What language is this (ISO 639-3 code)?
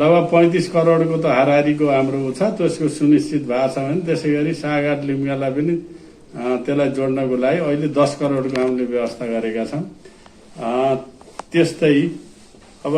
nep